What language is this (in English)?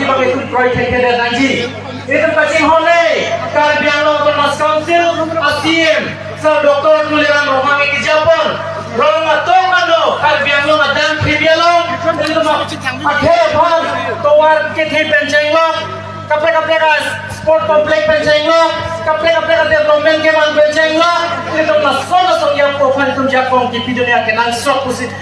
Karbi